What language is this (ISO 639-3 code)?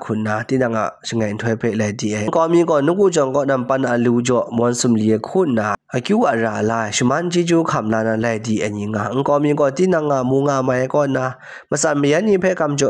kac